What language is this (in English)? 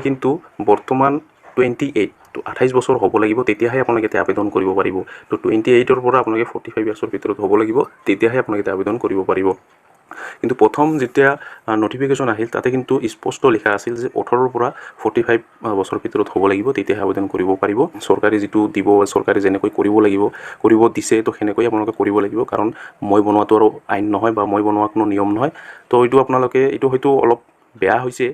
Assamese